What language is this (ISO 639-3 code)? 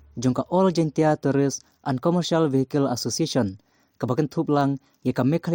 kha